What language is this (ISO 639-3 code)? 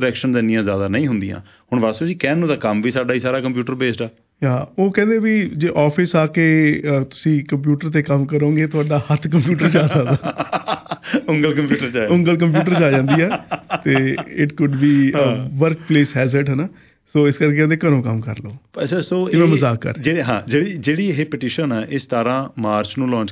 pan